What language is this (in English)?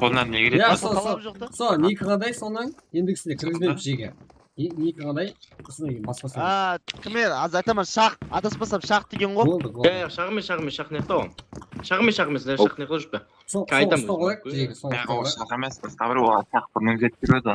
Kara-Kalpak